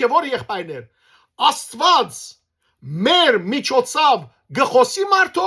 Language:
Western Armenian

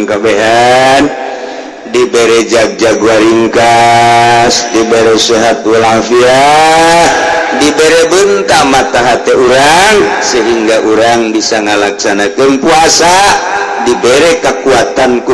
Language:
Sundanese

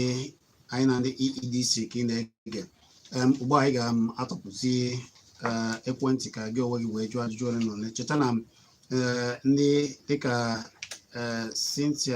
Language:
Igbo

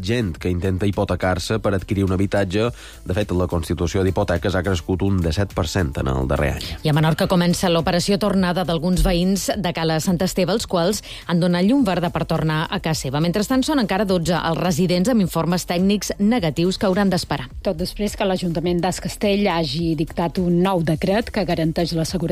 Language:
Catalan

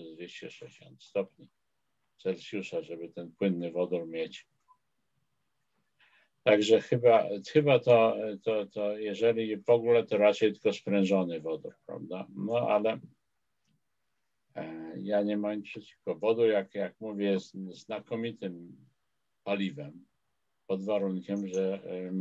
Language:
Polish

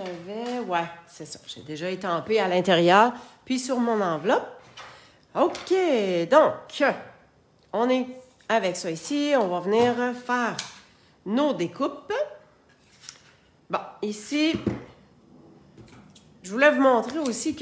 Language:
French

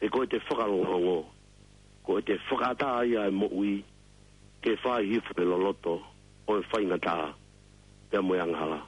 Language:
Tongan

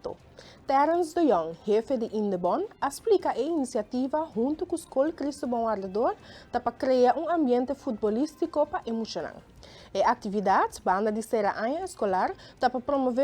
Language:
Papiamento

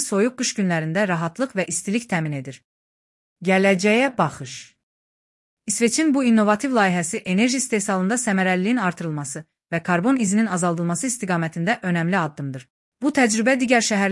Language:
Azerbaijani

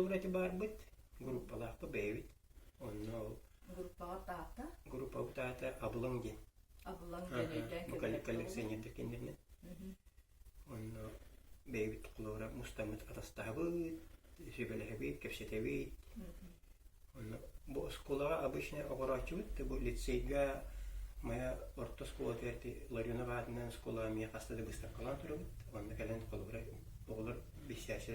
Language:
Yakut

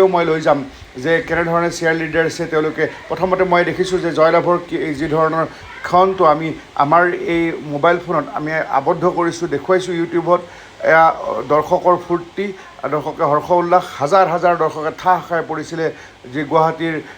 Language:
Assamese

